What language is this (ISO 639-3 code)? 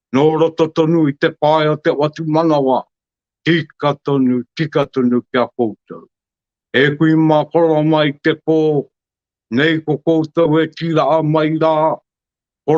mri